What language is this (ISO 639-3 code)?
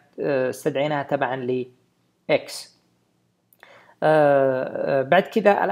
ara